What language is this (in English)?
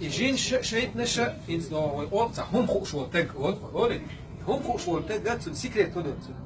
Chechen